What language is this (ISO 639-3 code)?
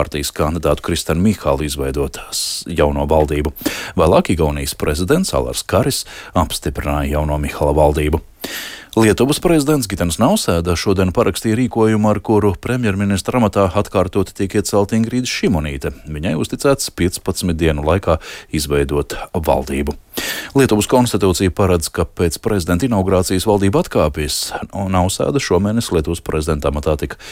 lav